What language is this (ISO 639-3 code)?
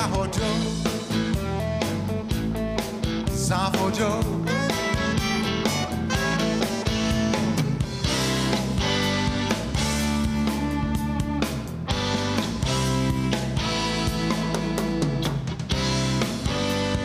ces